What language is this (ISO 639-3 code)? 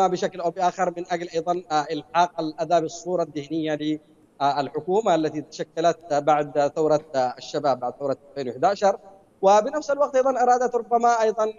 ara